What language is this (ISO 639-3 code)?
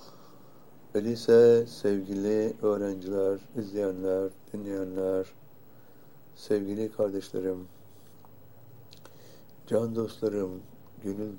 tur